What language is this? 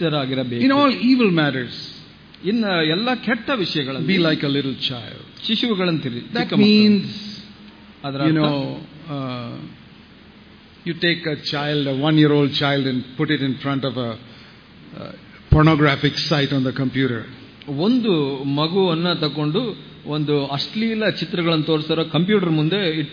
Kannada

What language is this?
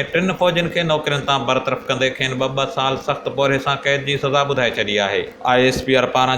Sindhi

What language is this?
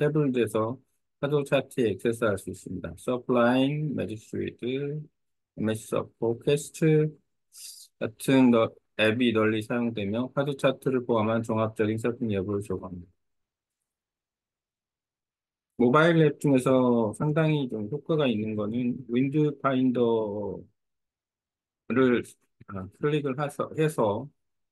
Korean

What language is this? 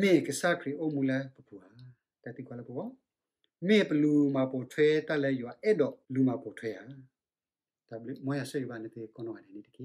S'gaw Karen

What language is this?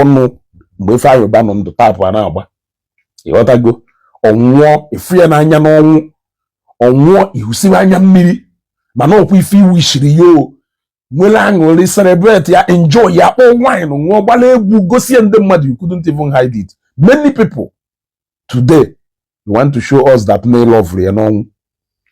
Igbo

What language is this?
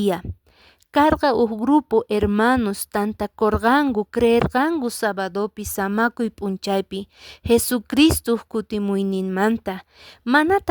Quechua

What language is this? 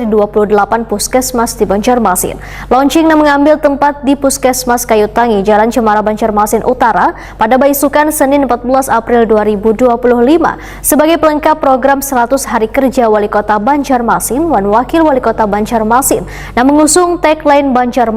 Banjar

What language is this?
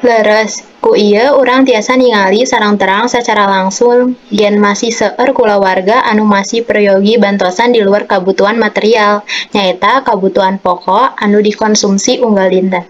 Sundanese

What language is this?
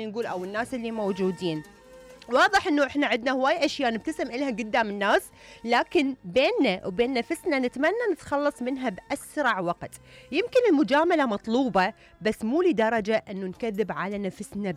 Mesopotamian Arabic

